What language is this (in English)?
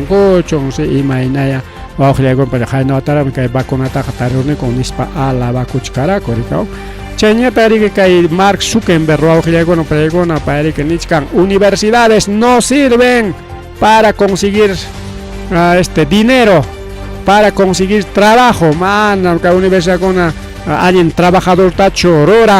Ayacucho Quechua